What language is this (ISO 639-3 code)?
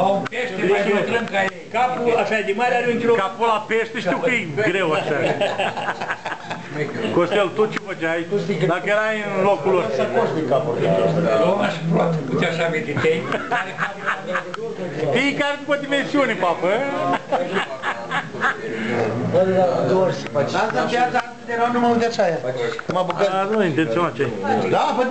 ron